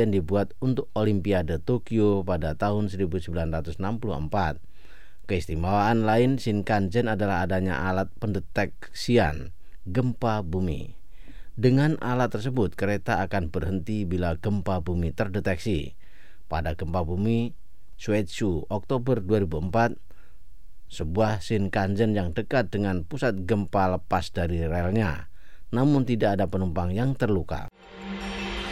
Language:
Indonesian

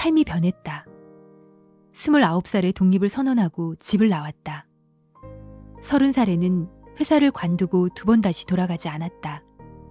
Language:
Korean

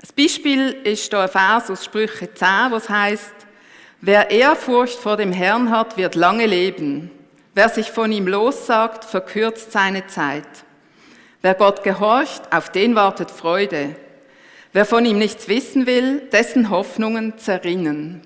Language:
Swiss German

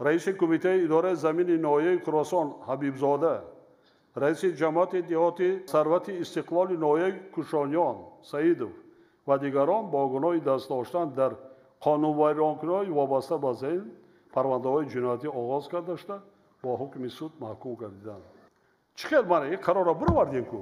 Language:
Tajik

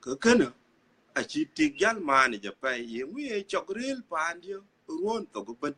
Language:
Dinka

